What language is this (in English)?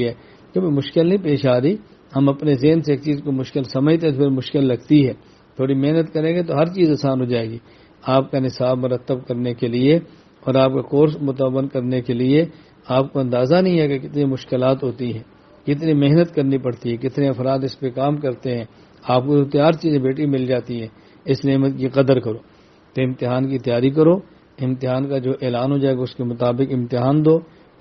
Urdu